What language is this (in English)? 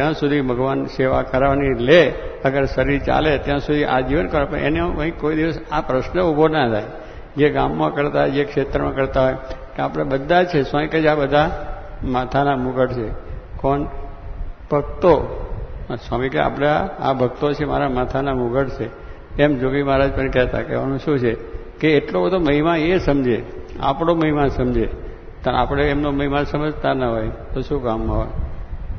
Gujarati